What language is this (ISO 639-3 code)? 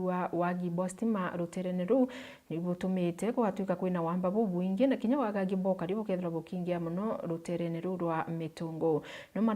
mer